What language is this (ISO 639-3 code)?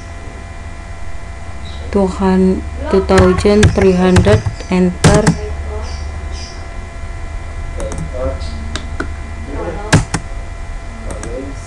ind